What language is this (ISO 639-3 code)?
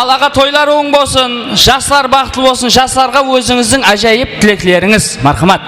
kaa